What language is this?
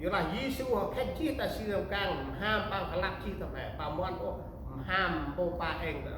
Central Mnong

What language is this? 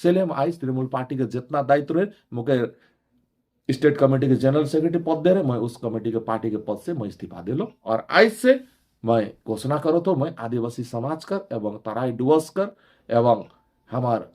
Sadri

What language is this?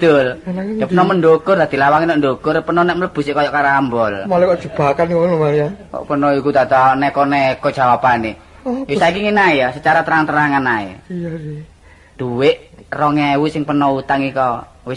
Javanese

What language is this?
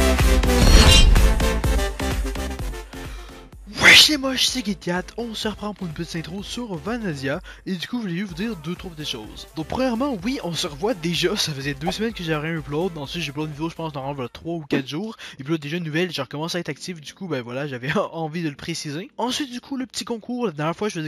French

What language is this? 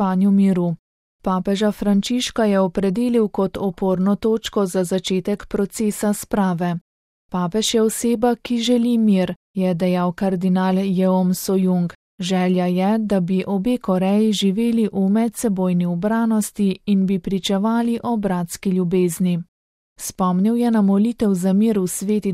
Slovenian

